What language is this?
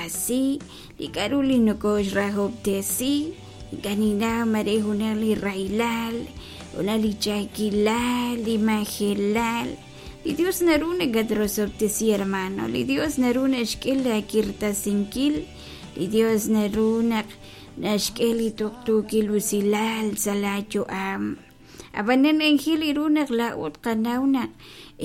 Kekchí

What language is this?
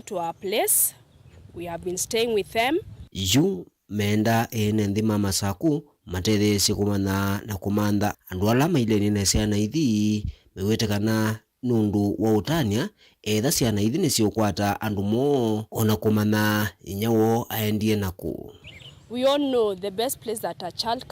Kamba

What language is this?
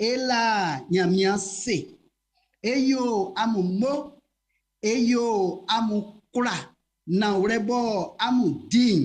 Baoulé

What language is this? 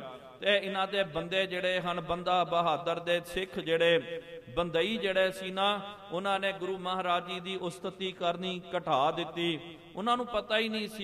Punjabi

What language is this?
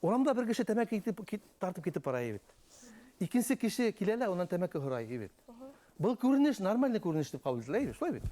Bashkir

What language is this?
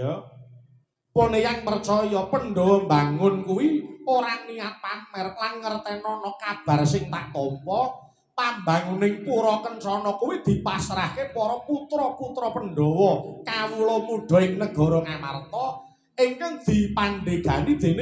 Javanese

